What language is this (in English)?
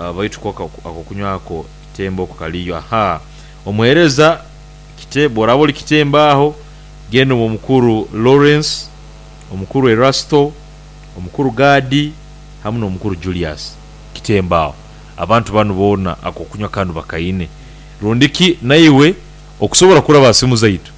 Nyoro